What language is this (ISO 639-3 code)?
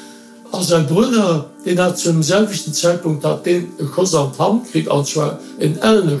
ltz